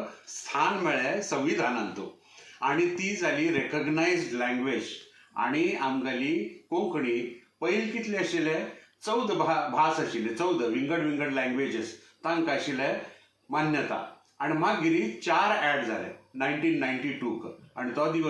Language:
Konkani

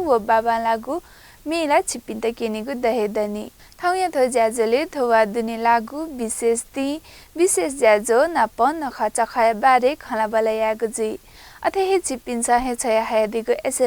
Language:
Newari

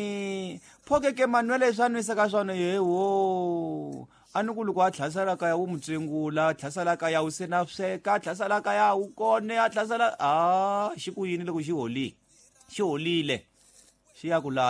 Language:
Tsonga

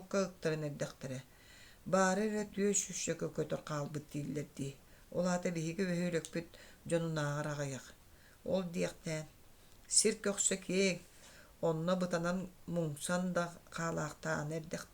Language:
Yakut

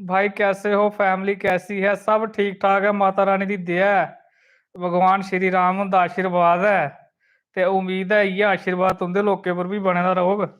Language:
Dogri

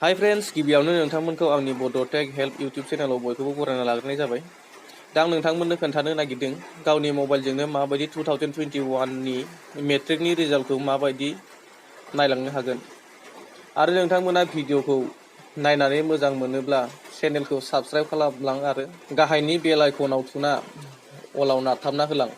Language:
Bodo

